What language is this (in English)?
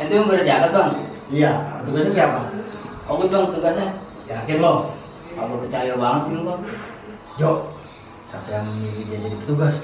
Betawi